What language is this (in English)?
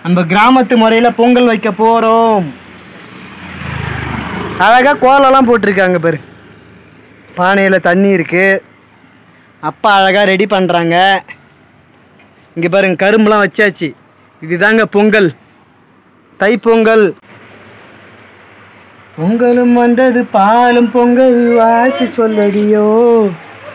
Tamil